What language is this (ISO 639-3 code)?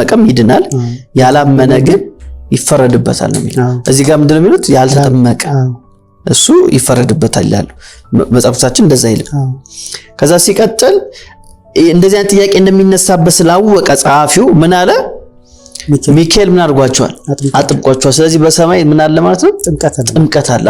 amh